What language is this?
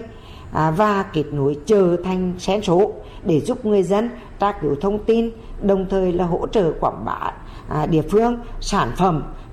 Vietnamese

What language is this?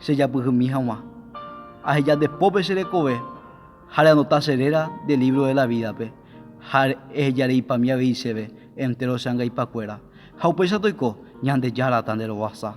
Guarani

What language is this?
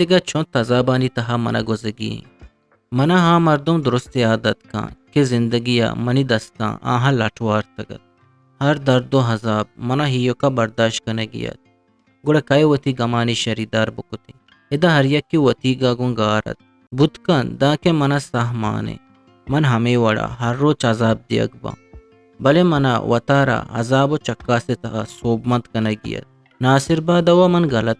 Eastern Balochi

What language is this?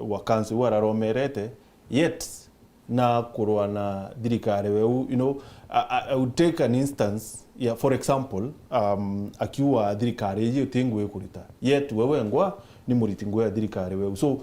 Meru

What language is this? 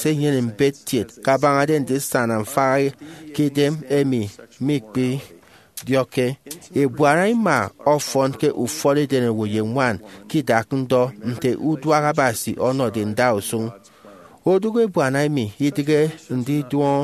Efik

